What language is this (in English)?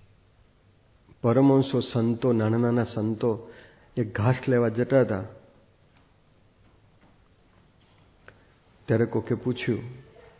Gujarati